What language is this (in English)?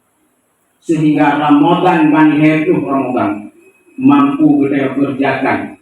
Achinese